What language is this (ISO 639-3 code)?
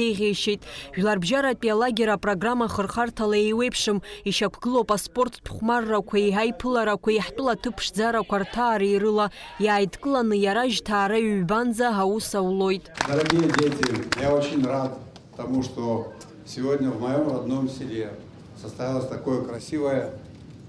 abk